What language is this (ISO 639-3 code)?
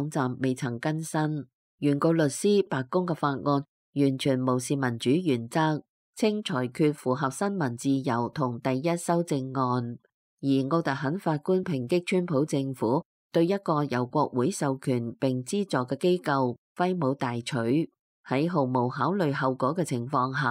yue